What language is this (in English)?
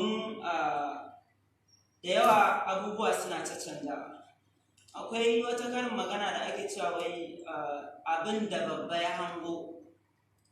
Hausa